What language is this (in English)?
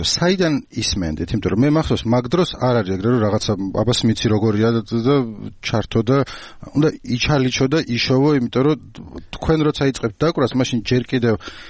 Georgian